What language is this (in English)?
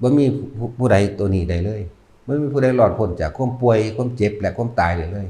Northeastern Thai